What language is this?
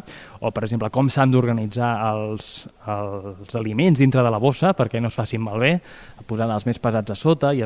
Catalan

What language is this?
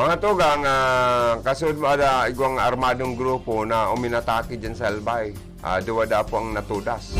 Bikol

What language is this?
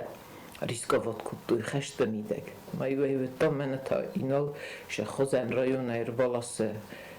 Ossetic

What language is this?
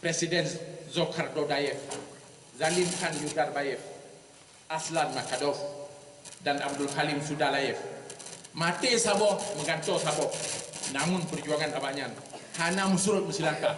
Achinese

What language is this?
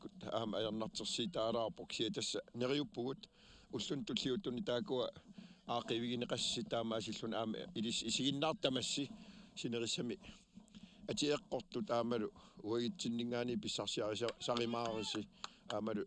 Kalaallisut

